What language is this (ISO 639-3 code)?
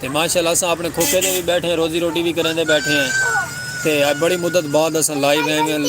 skr